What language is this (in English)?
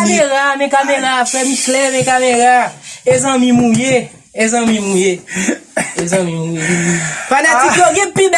Haitian Creole